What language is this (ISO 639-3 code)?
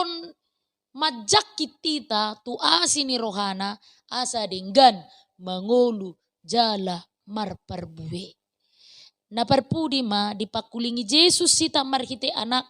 bbc